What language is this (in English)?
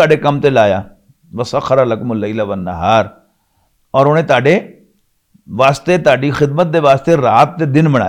Western Panjabi